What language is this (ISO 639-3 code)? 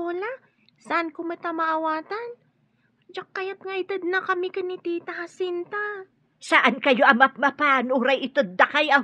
ilo